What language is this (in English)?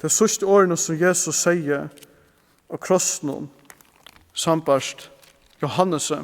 Faroese